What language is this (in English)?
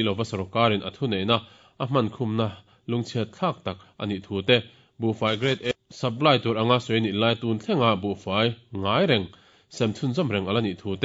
Mizo